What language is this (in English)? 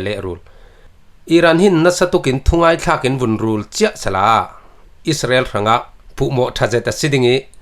Falam Chin